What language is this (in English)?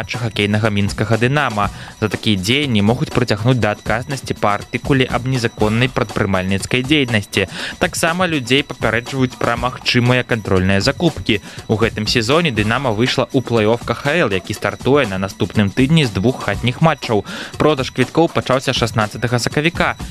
Belarusian